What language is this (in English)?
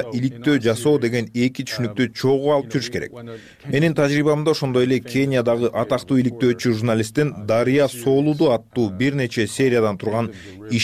Kyrgyz